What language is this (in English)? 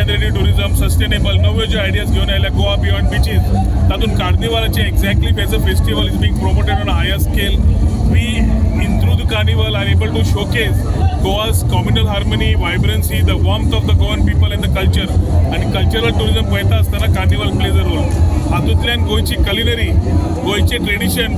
Konkani